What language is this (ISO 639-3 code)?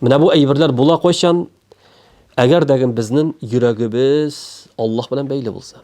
tat